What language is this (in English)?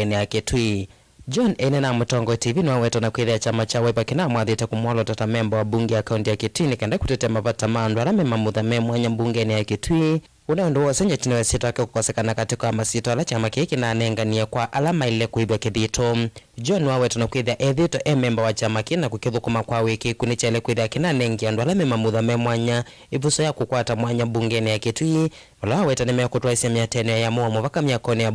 Kamba